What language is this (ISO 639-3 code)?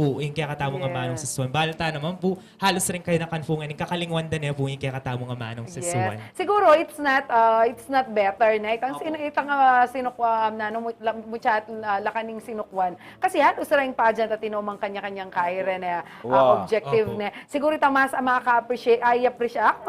pam